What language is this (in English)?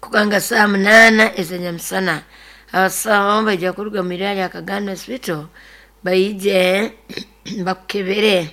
Nyoro